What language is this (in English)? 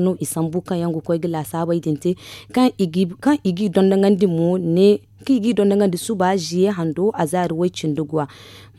Zarma